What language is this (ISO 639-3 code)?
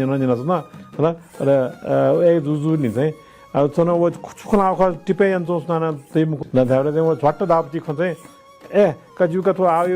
new